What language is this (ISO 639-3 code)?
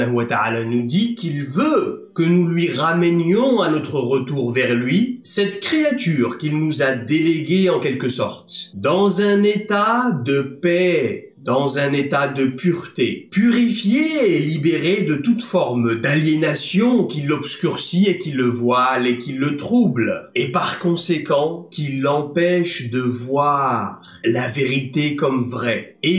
fra